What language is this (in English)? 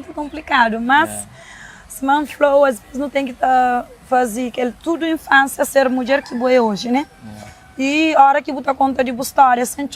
Kabuverdianu